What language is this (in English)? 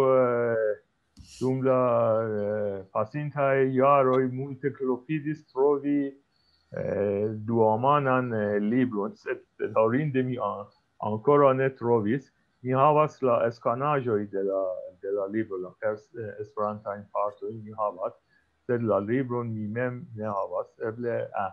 Esperanto